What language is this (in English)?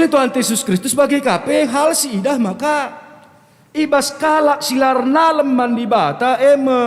Batak Karo